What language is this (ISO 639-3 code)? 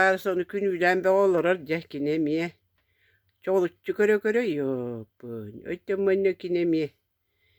sah